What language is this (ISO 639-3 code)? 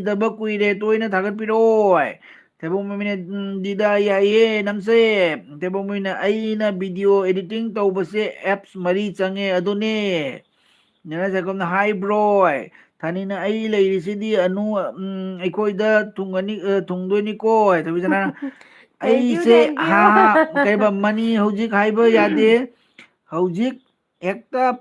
mni